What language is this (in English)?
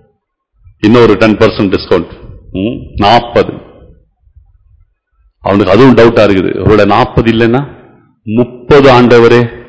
Tamil